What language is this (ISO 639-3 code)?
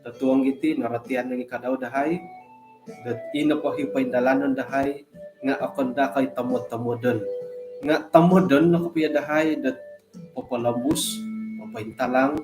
dtp